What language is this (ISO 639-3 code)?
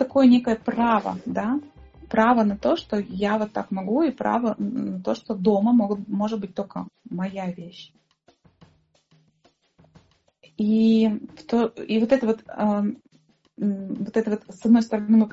rus